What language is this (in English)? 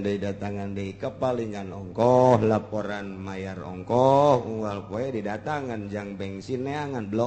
Sundanese